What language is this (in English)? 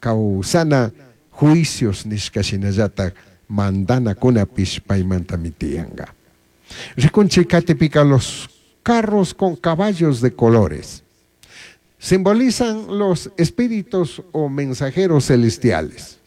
Chimborazo Highland Quichua